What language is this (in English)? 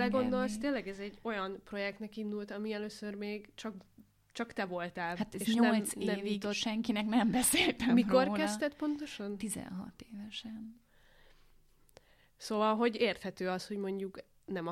Hungarian